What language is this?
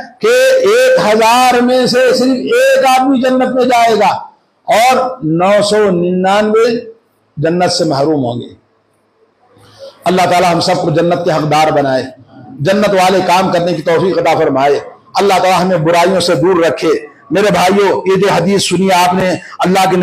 Urdu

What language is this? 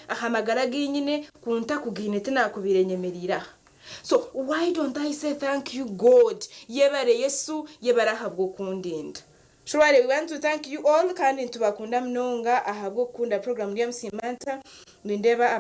Nyankole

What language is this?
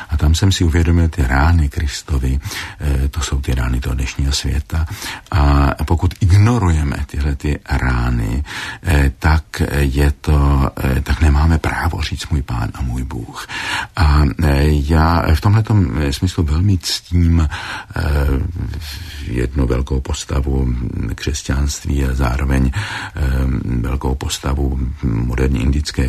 Czech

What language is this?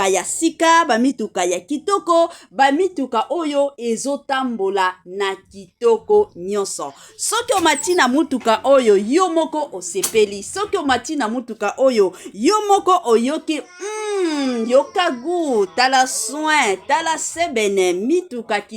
Lingala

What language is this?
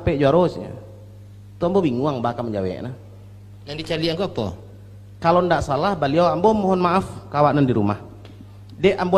Minangkabau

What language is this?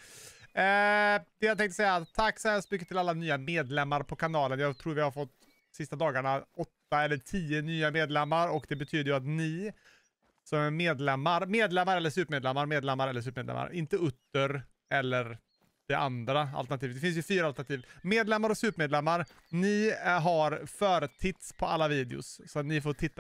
Swedish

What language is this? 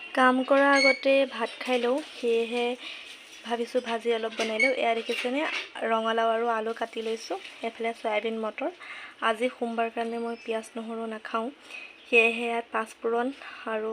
Assamese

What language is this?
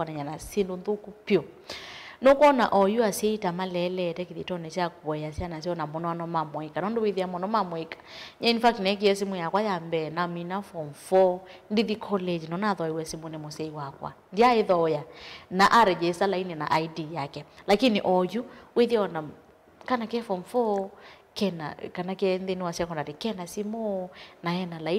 Kamba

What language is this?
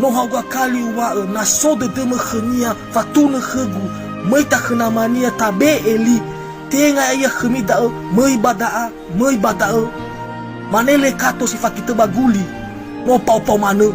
Nias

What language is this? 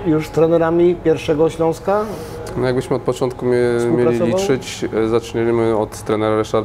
Polish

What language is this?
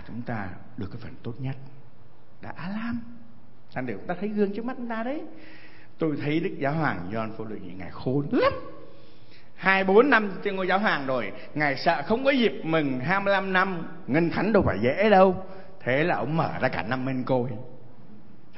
Vietnamese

